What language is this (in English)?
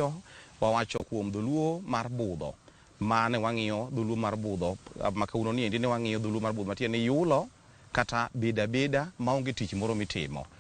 Luo (Kenya and Tanzania)